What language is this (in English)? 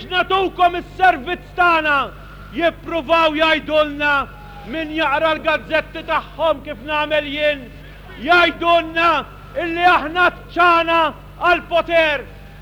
Maltese